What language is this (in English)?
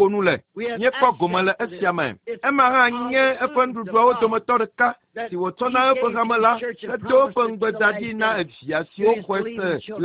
Ewe